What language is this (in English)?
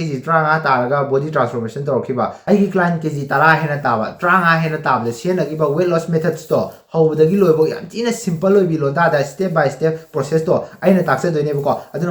Manipuri